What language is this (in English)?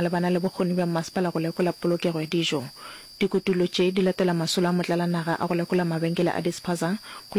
Northern Sotho